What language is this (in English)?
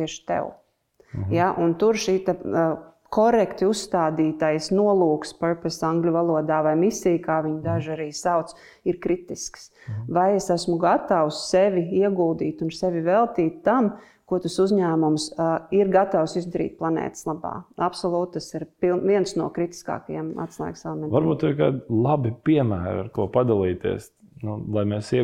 Latvian